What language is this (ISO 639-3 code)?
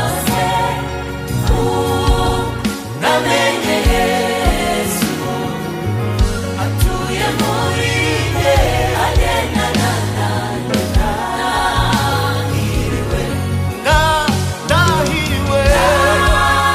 kin